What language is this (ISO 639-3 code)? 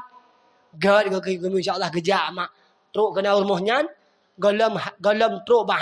ace